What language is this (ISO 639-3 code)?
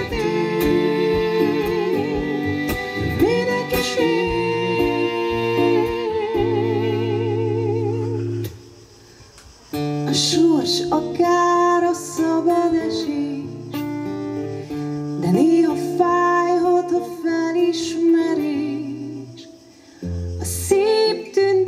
hun